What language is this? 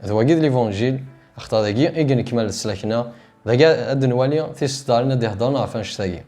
Kabyle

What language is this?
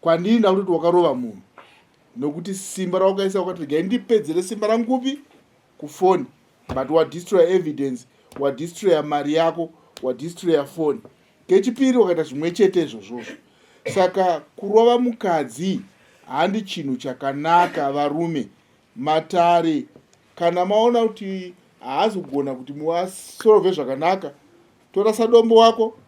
Shona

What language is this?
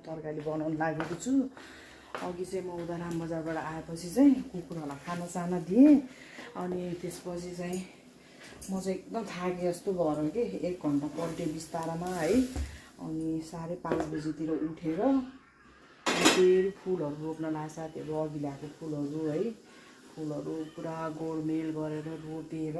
Nepali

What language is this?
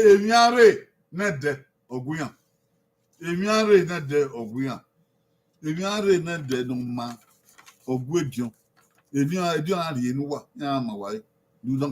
Bini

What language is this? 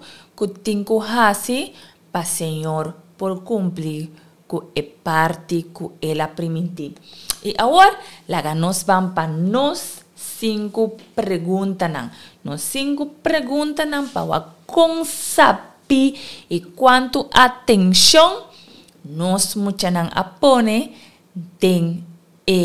Papiamento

